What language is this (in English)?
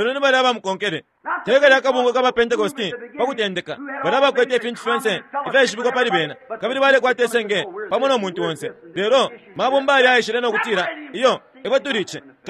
Bemba